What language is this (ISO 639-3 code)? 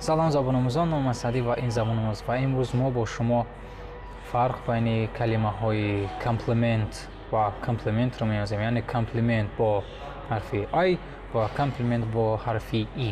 tgk